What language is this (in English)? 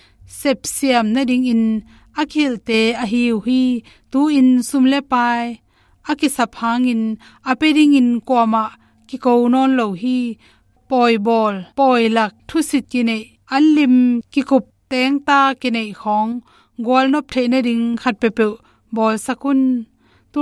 Tedim Chin